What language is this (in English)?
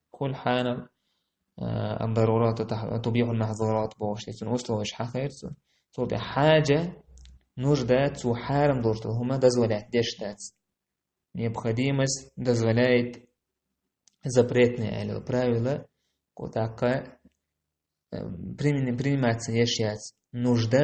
Chechen